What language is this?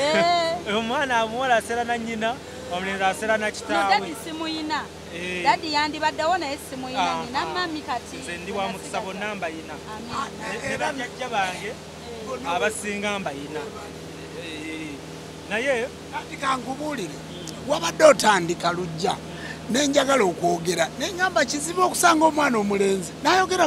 Ganda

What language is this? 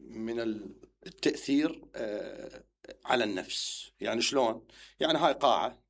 Mesopotamian Arabic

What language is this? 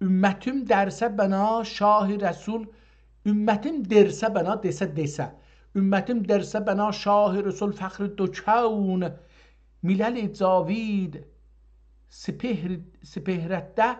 South Azerbaijani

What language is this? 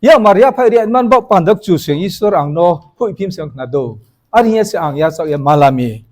Riang (India)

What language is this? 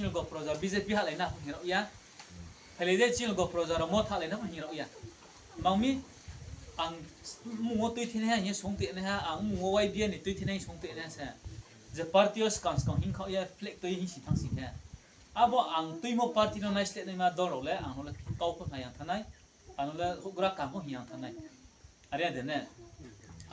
Riang (India)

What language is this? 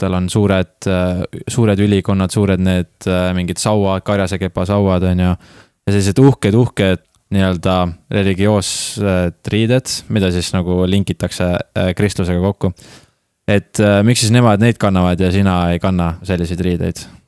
Estonian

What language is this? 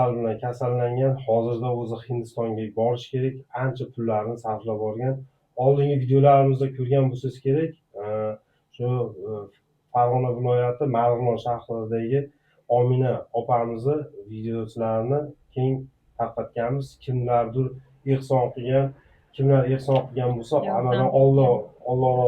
Uzbek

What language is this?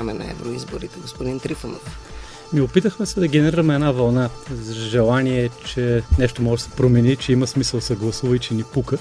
Bulgarian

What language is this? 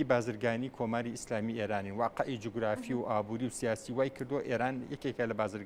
Central Kurdish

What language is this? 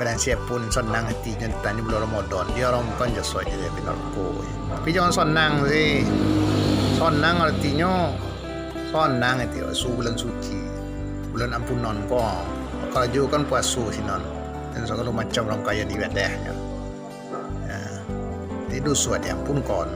Minangkabau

